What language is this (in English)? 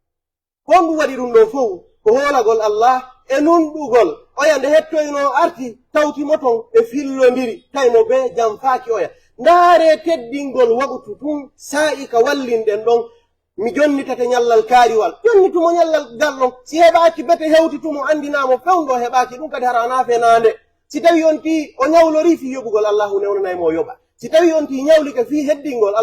Pular